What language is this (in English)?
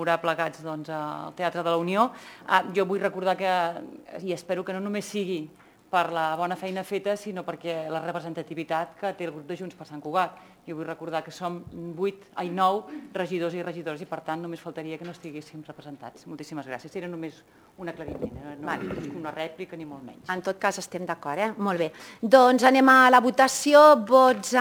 Catalan